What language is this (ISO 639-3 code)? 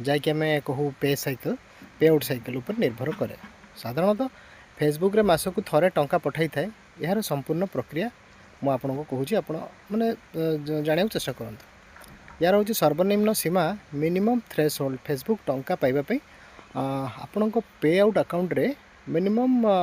ori